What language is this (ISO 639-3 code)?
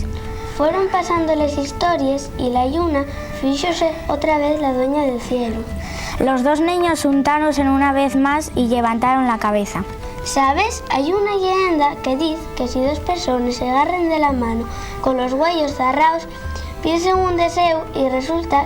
ast